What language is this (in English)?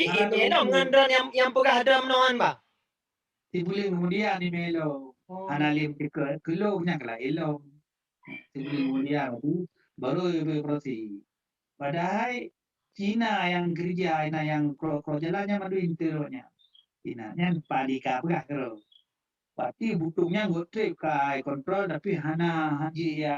Achinese